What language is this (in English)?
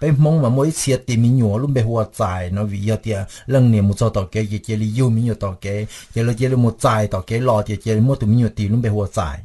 Hmong